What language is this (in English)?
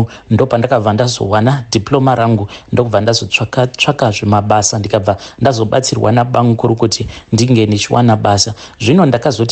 Shona